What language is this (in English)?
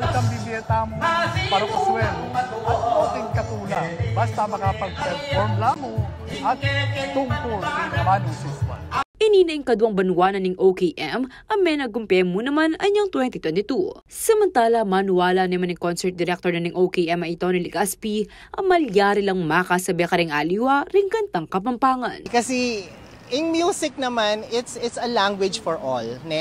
Pampanga